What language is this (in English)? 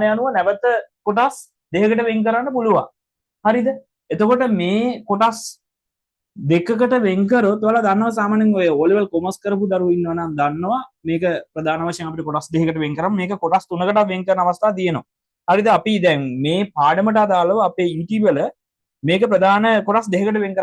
Sinhala